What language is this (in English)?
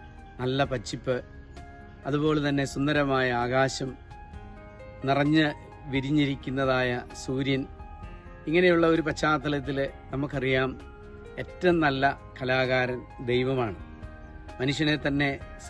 Malayalam